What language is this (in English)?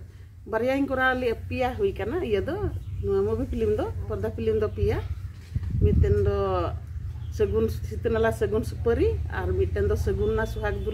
Santali